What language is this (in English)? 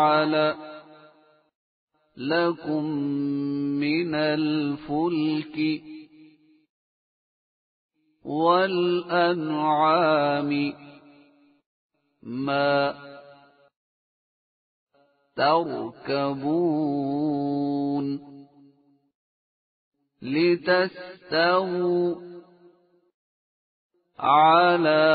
Arabic